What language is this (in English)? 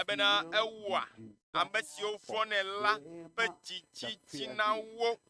Ewe